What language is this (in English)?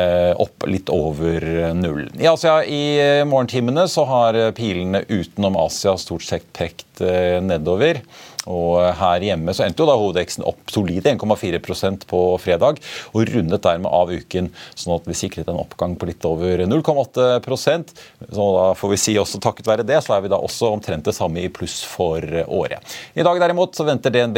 Norwegian